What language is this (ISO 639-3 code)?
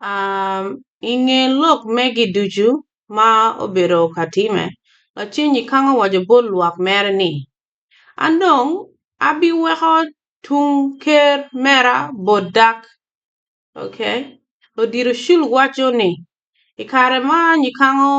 ach